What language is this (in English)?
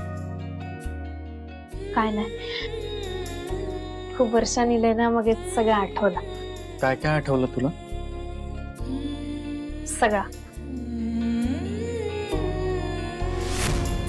Marathi